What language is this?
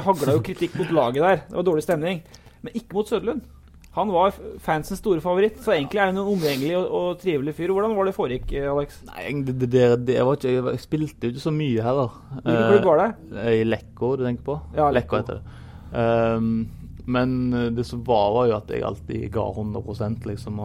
Norwegian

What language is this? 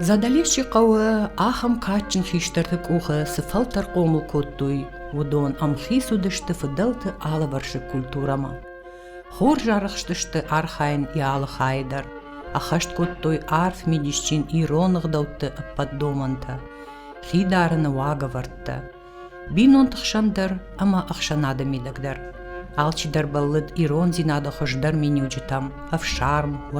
Ossetic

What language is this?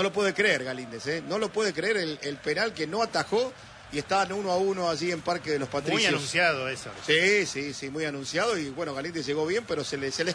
Spanish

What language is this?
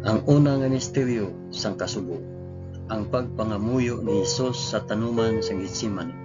Hiligaynon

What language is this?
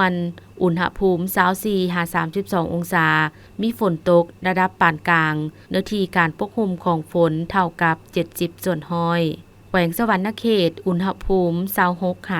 Lao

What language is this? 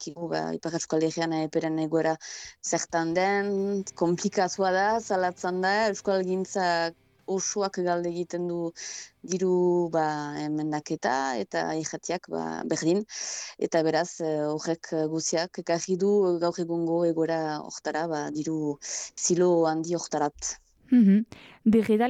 Basque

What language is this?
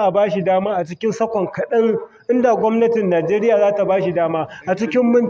Hausa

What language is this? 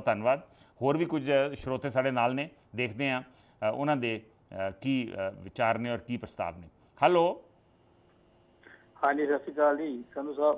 Punjabi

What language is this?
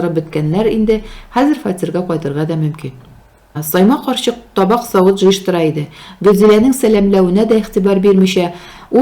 Tatar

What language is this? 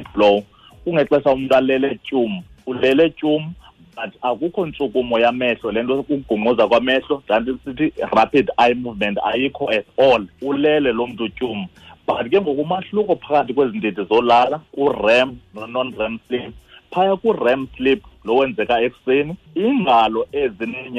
Xhosa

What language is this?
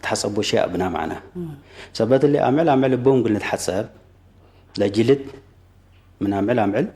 Tigre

